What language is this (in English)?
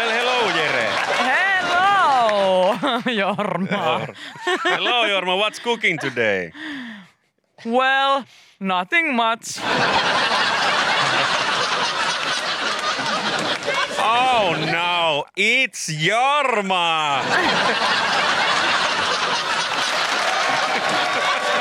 Finnish